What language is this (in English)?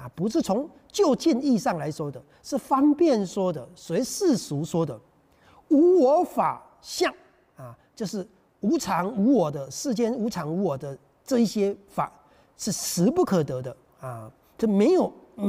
Chinese